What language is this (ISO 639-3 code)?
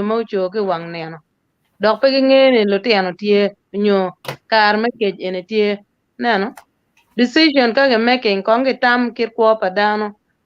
ach